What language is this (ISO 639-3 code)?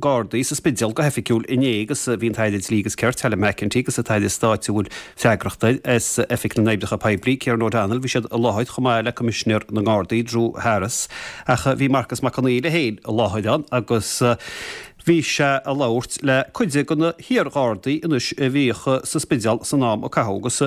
gle